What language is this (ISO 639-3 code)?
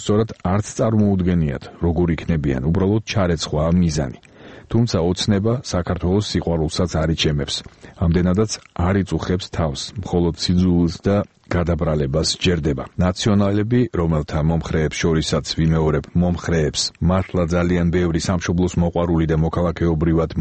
kat